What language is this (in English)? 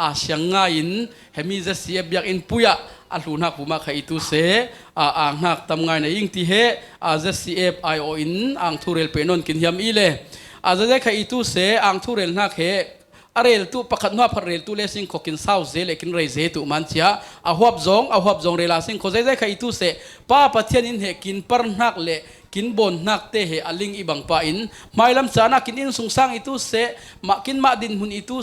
Falam Chin